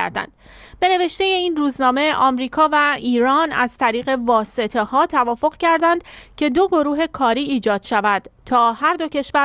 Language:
Persian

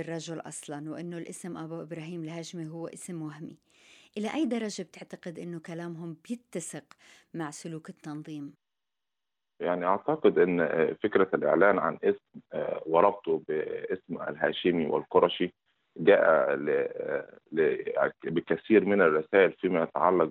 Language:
Arabic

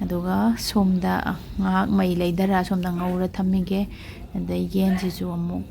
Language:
Manipuri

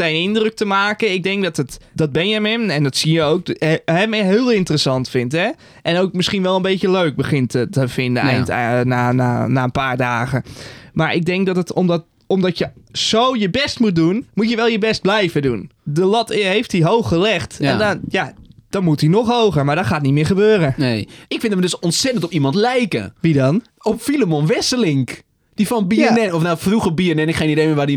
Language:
Dutch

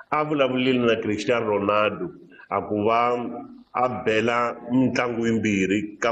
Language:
Tsonga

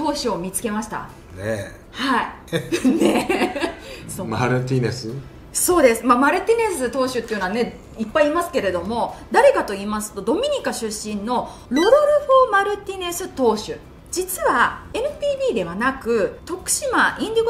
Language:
Japanese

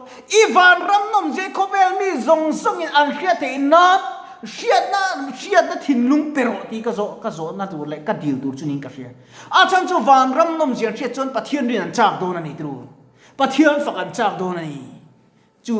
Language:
Mizo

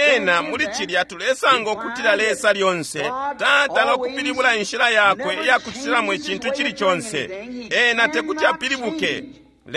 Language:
Bemba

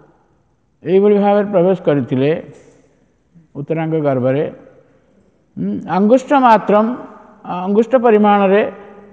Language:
Odia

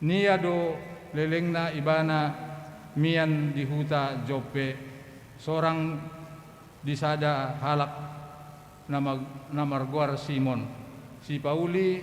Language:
Batak Toba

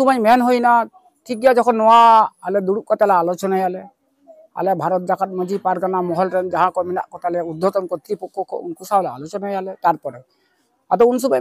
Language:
Santali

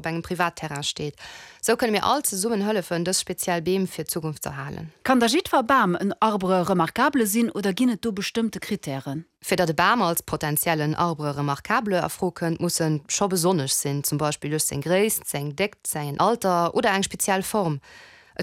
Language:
Luxembourgish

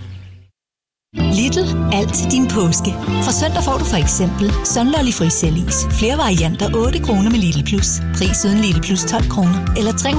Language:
Danish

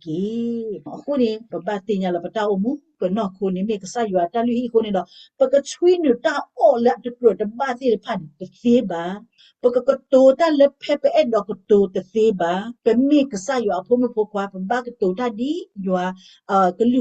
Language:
S'gaw Karen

